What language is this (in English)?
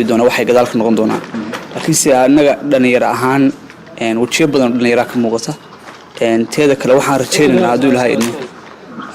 Somali